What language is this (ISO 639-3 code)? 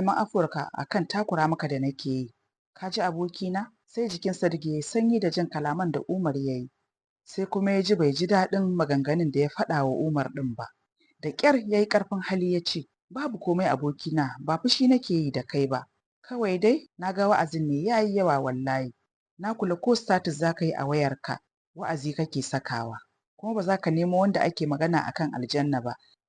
hau